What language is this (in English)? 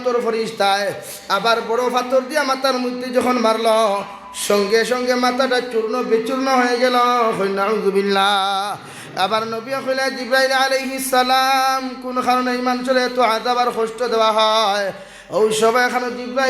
Sylheti